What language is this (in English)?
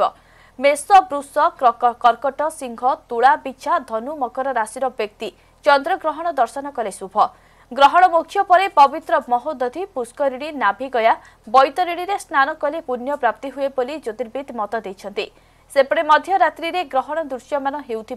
Odia